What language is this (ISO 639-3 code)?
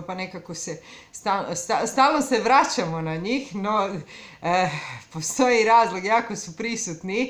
hrv